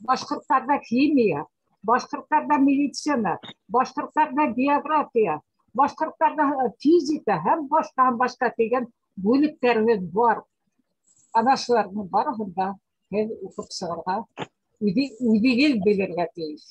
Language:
Bashkir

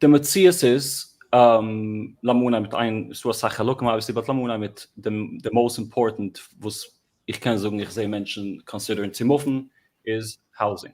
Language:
Yiddish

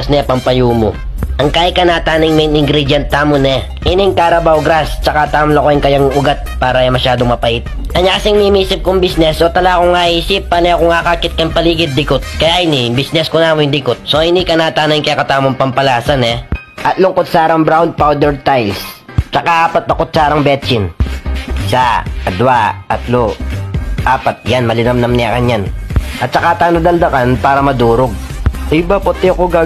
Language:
Pampanga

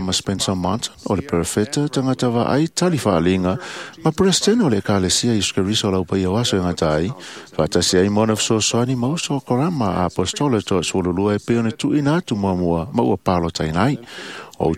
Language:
Samoan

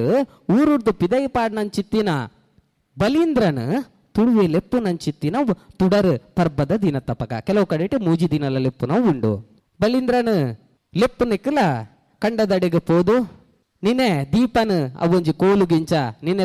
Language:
Tulu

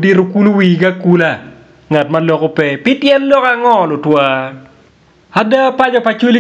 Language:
Acoli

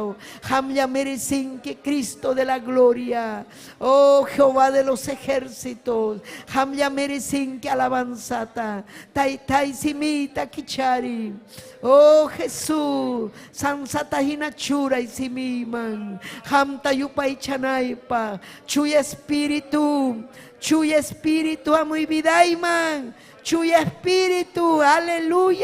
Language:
Ayacucho Quechua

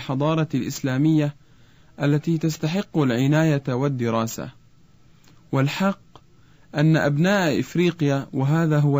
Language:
Arabic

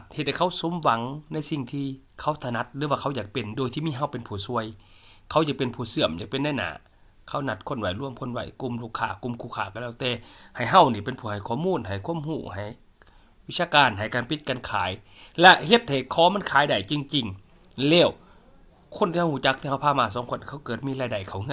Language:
Lao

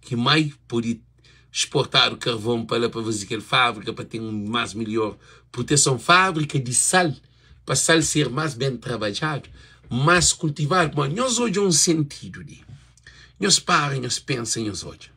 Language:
Kabuverdianu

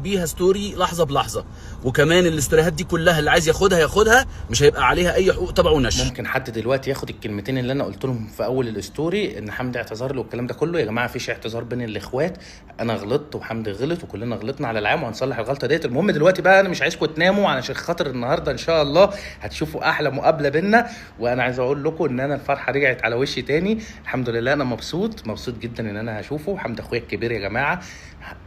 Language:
Egyptian Arabic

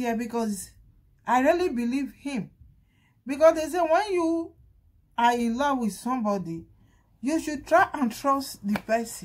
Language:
Nigerian Pidgin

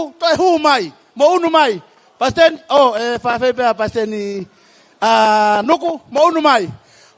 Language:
Tongan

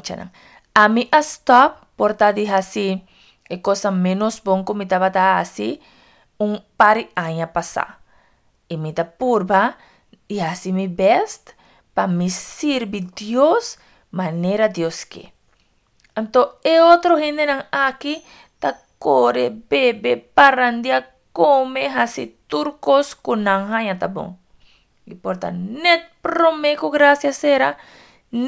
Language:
Papiamento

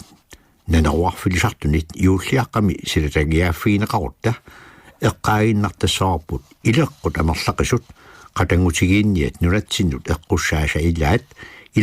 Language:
Kalaallisut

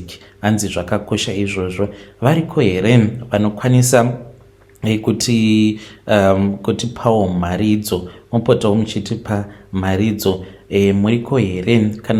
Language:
Shona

